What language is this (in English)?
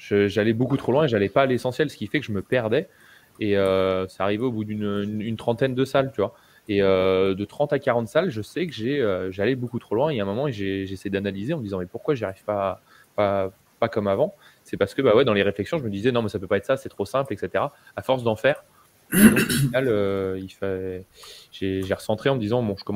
French